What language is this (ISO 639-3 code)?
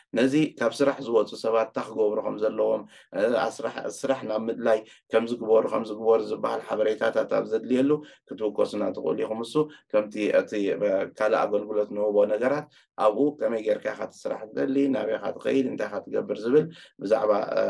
tir